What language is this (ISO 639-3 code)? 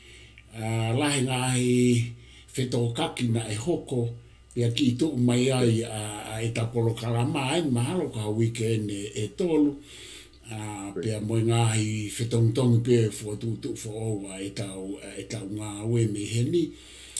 ton